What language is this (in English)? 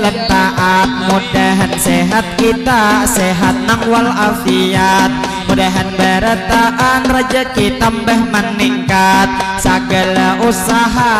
Banjar